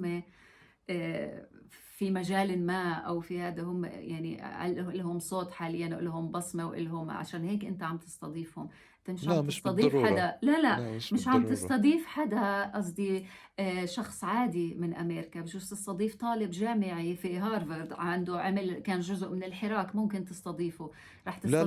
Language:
North Levantine Arabic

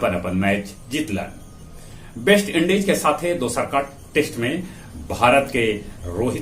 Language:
Magahi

